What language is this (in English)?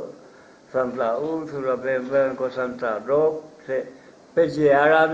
Guarani